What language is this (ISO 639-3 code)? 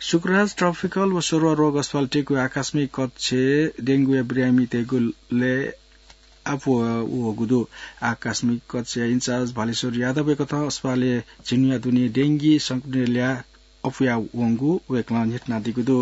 new